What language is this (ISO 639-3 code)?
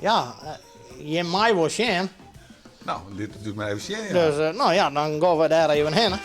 fry